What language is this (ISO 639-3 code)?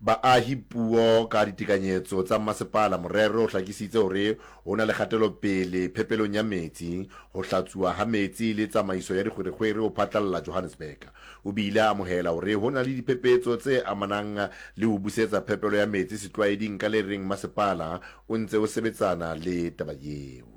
sot